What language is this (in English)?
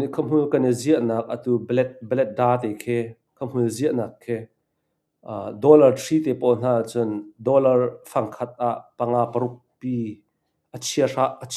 Hakha Chin